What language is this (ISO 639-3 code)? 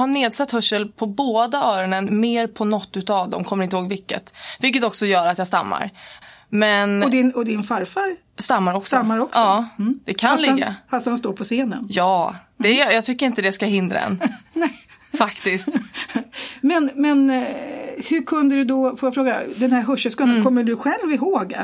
swe